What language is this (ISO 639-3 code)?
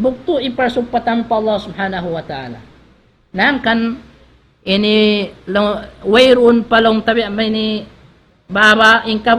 tsg